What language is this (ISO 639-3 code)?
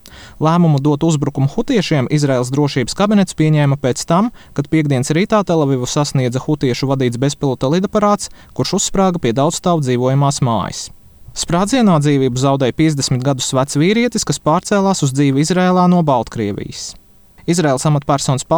lav